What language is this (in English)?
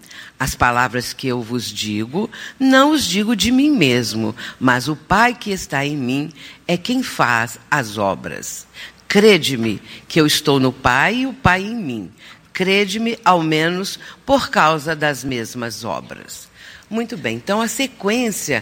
Portuguese